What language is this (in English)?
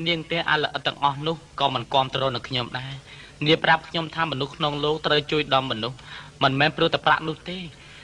Khmer